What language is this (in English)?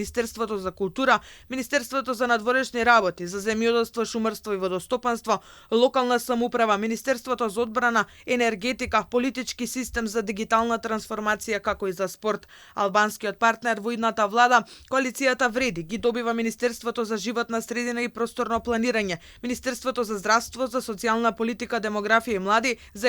Macedonian